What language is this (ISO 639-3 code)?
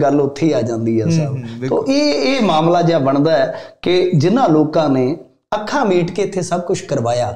pan